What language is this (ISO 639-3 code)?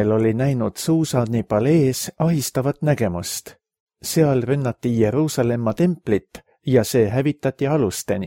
est